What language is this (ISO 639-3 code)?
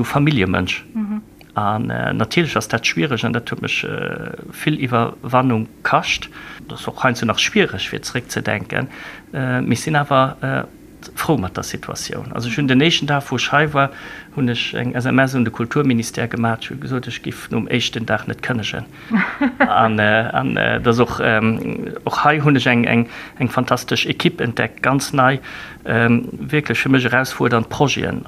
ltz